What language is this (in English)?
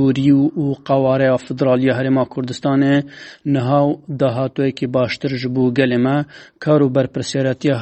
Kurdish